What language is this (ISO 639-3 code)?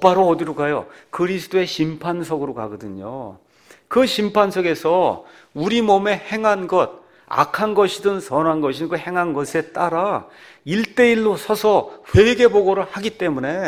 kor